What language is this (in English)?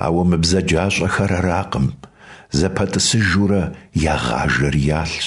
Kabardian